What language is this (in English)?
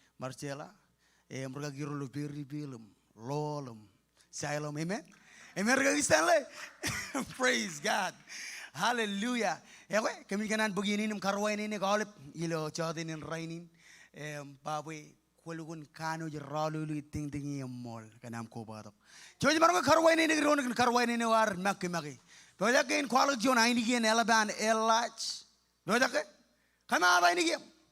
Marshallese